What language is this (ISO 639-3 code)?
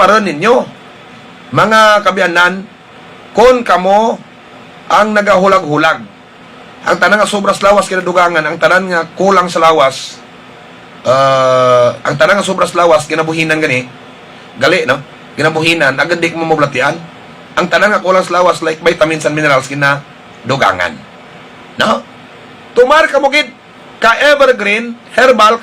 hil